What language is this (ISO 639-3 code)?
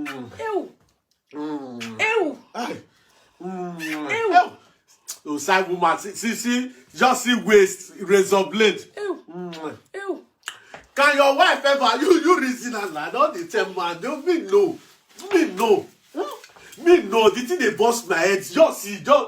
pcm